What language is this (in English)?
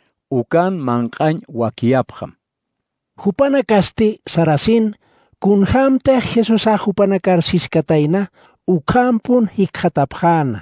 Aymara